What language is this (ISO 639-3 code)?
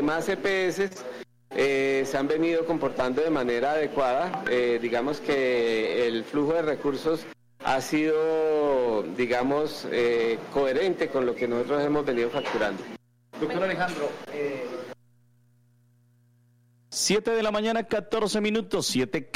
spa